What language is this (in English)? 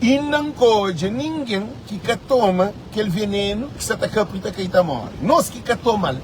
Kabuverdianu